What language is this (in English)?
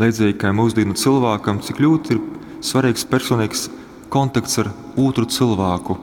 Latgalian